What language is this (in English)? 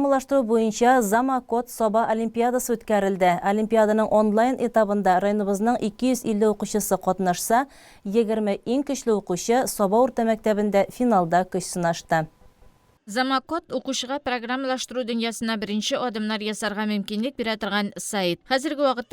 Tatar